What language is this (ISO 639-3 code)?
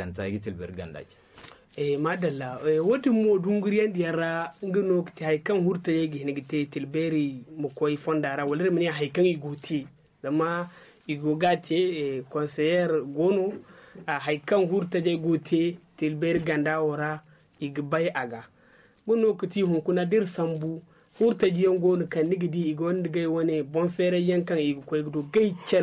dje